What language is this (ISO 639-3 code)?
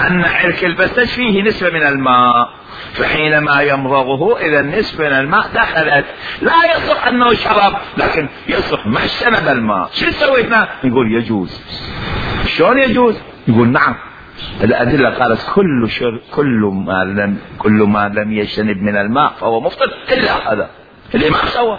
acm